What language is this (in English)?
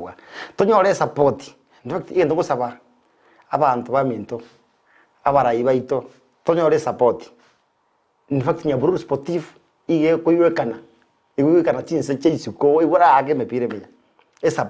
Gusii